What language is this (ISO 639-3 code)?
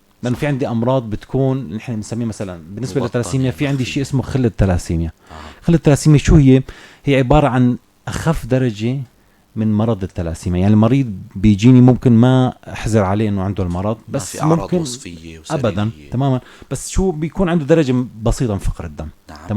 apc